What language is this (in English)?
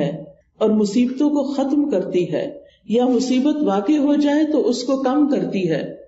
Urdu